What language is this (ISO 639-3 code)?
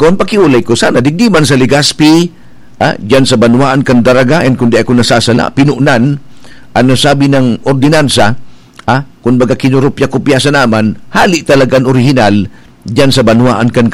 bik